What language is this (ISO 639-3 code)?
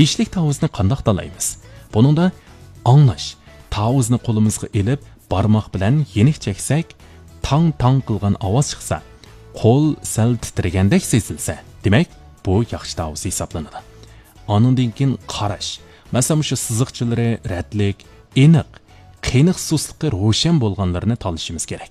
uig